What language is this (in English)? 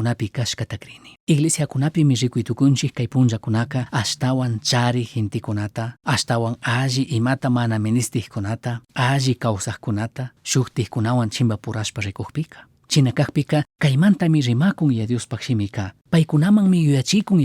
Chimborazo Highland Quichua